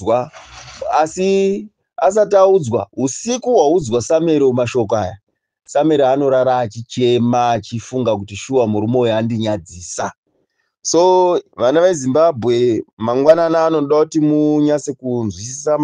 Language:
Shona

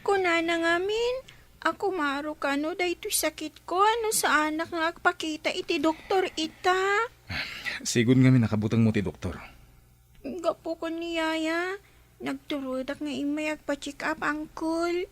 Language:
Iloko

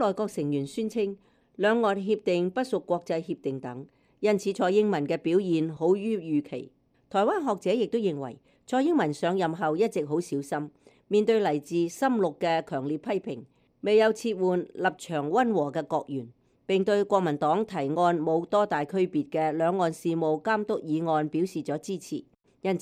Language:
Cantonese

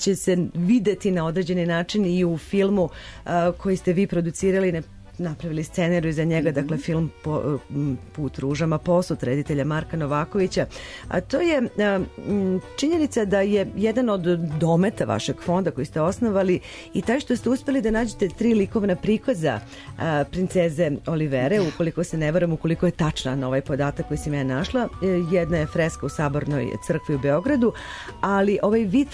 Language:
Serbian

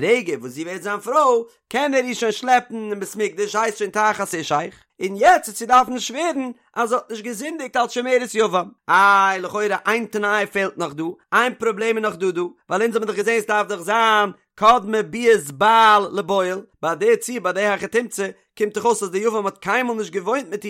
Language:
Yiddish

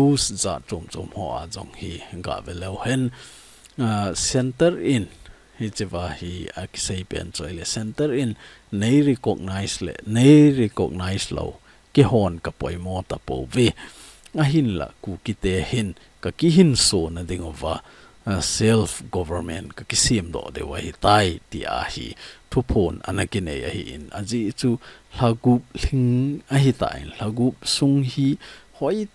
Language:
Thado Chin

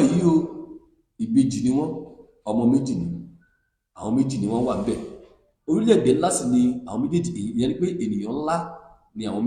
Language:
Yoruba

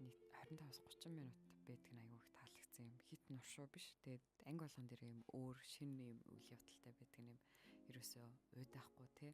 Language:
Mongolian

